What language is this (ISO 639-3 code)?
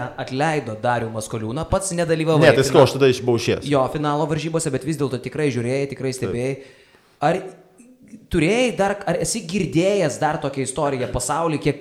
lit